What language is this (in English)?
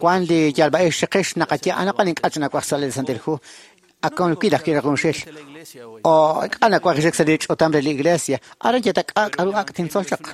Kekchí